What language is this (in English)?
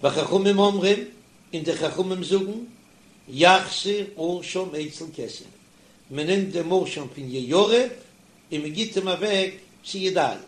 Yiddish